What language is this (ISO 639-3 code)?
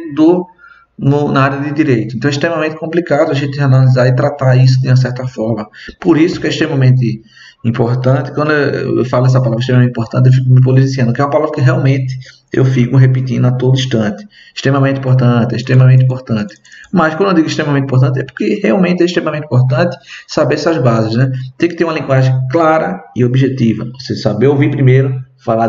por